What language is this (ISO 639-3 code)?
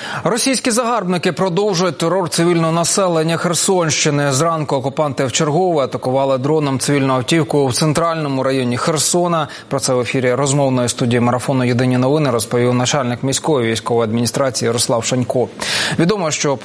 ukr